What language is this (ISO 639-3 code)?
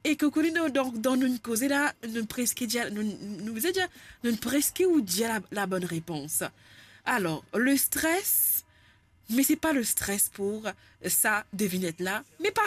mfe